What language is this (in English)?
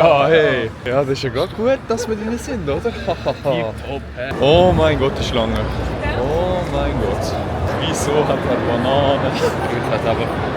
Swiss German